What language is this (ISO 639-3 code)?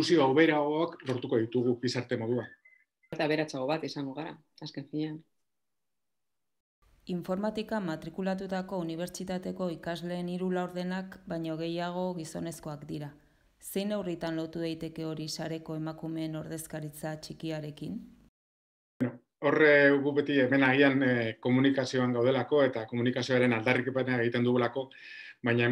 eus